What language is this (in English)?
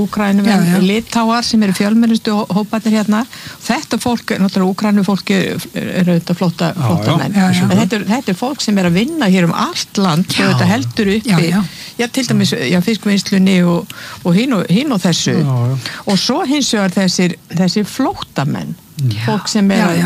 Icelandic